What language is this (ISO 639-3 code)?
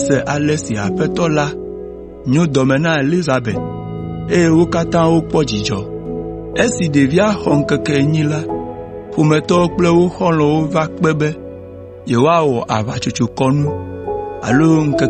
ewe